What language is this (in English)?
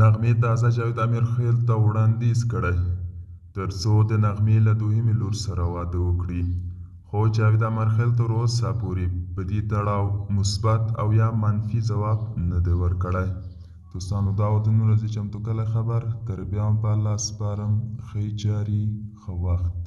Pashto